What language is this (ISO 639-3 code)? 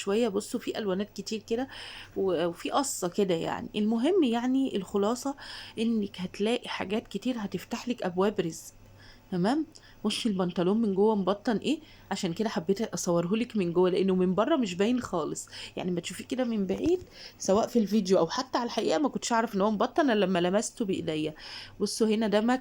arz